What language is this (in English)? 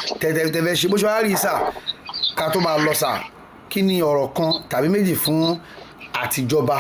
Yoruba